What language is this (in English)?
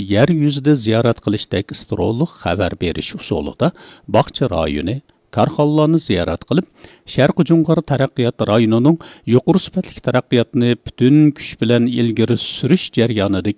Uyghur